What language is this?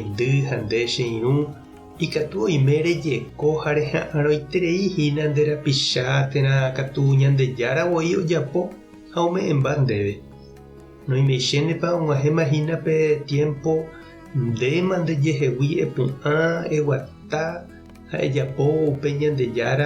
Guarani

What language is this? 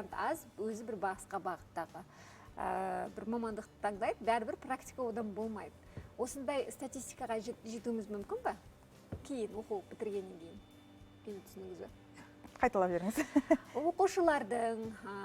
Kazakh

